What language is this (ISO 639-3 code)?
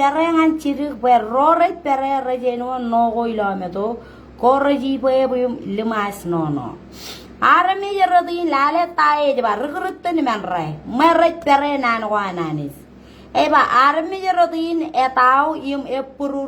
mah